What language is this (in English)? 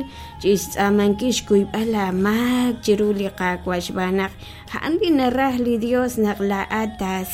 Kekchí